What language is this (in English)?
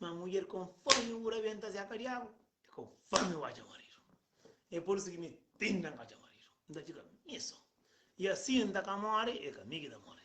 Kabuverdianu